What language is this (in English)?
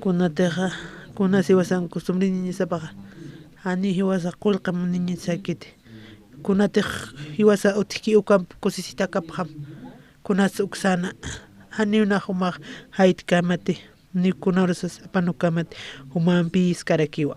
Aymara